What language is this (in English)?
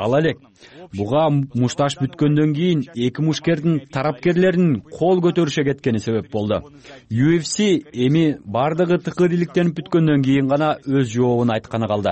Kyrgyz